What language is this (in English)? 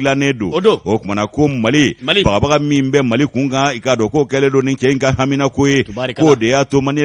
Bambara